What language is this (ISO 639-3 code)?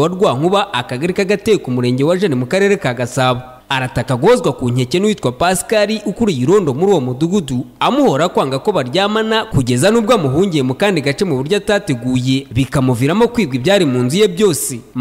kin